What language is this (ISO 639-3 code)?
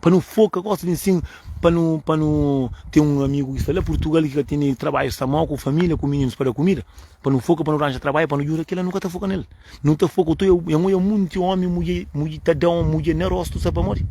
kea